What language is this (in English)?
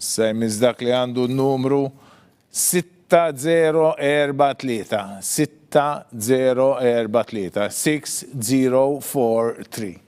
Maltese